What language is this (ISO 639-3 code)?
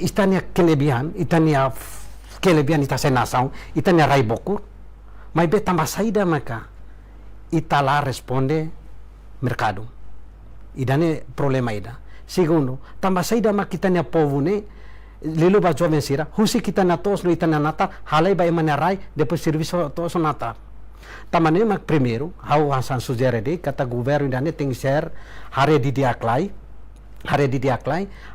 tet